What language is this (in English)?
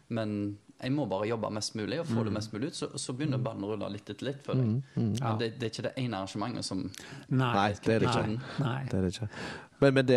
Norwegian